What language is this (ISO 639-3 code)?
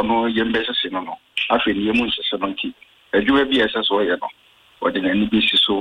aka